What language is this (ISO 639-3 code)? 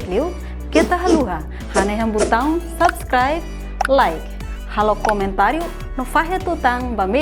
tet